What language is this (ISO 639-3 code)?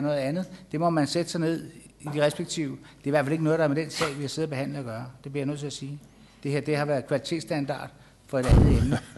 dan